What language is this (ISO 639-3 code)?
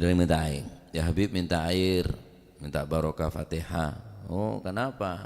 mad